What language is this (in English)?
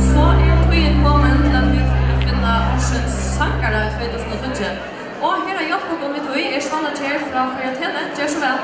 Faroese